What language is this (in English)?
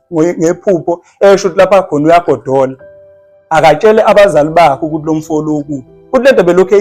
Zulu